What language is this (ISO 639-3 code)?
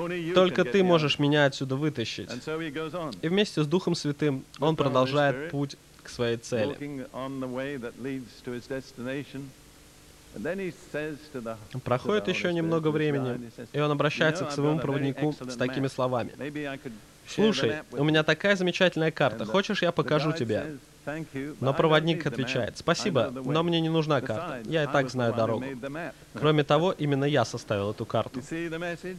rus